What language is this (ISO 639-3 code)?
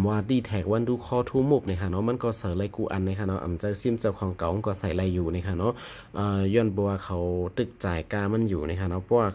shn